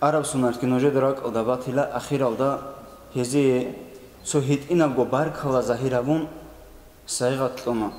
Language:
Avaric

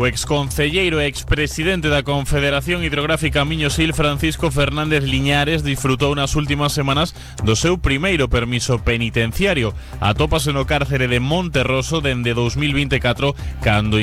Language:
Galician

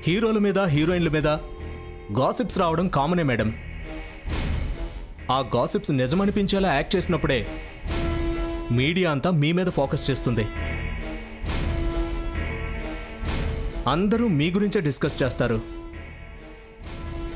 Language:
Telugu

